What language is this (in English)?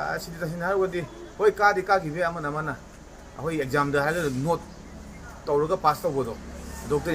Manipuri